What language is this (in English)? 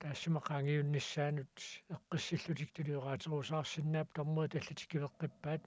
Kalaallisut